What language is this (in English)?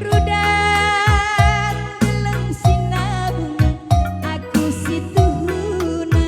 Batak Karo